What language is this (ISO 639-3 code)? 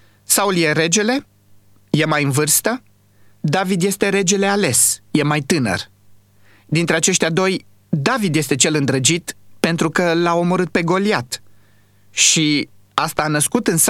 ron